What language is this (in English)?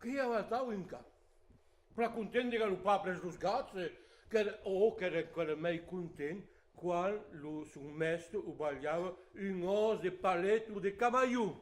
Occitan